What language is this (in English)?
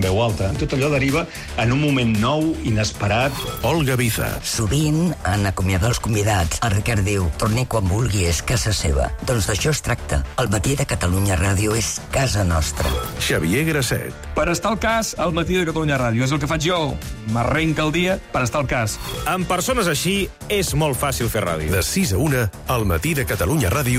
Catalan